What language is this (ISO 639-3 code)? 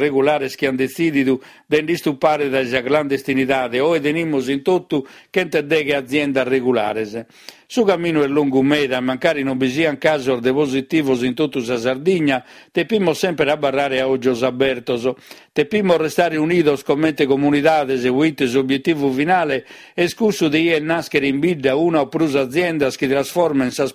srd